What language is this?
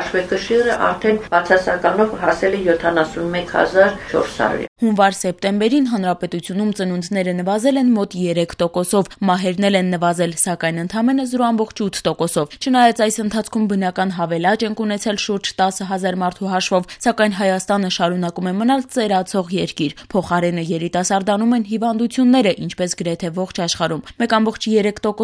Armenian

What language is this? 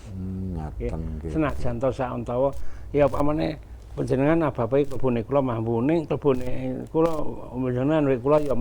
Javanese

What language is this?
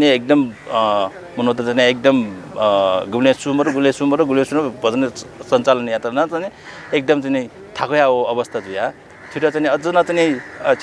Newari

